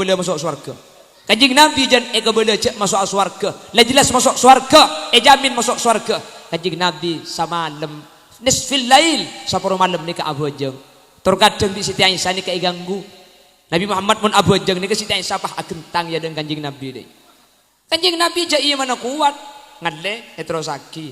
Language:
Madurese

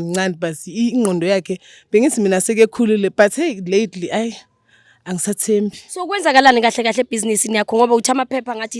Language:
Zulu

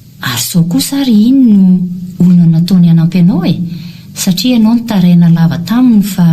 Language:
Malagasy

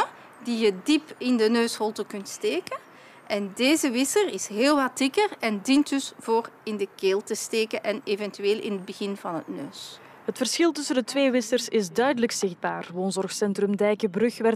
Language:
Dutch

